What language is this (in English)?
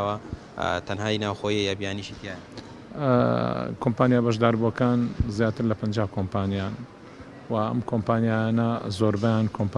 Central Kurdish